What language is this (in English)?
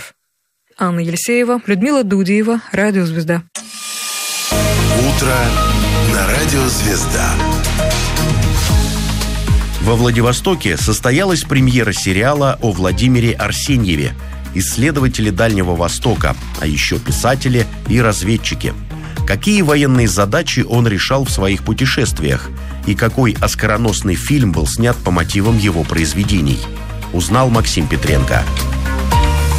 Russian